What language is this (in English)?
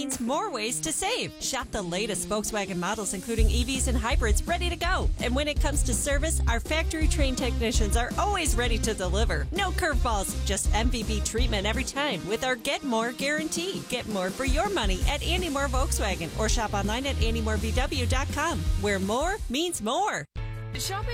English